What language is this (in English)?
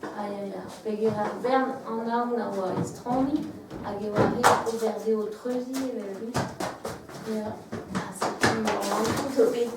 Breton